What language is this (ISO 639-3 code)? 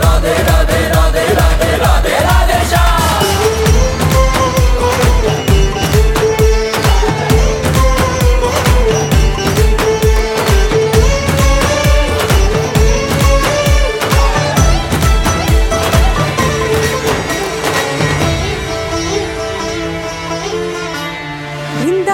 hin